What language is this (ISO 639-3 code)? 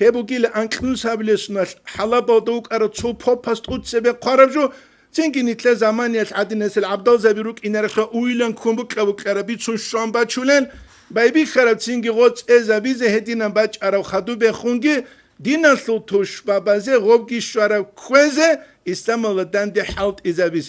ava